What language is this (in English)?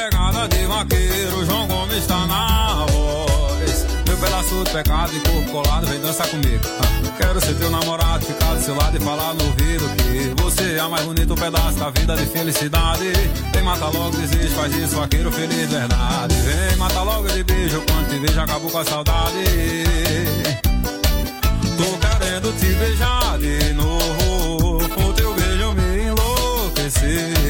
Portuguese